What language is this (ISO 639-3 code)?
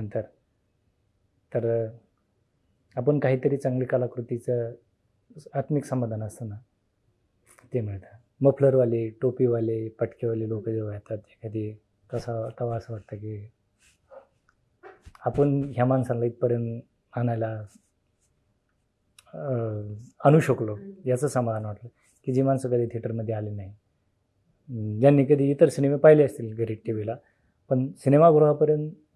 mar